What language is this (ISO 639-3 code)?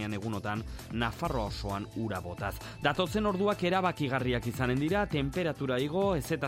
eus